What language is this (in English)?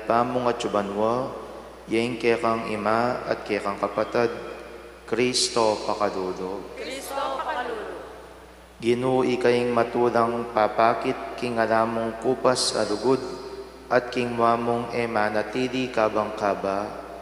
Pampanga